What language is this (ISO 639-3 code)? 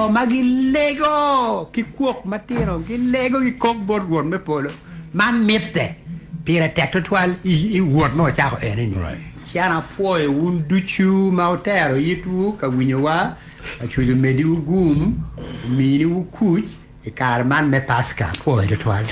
ach